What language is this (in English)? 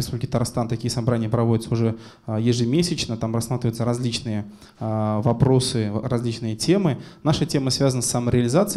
Russian